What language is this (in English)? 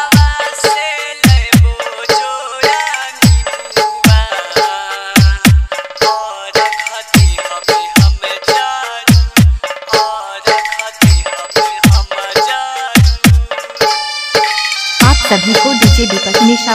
Bhojpuri